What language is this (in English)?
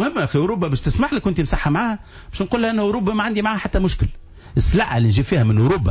Tunisian Arabic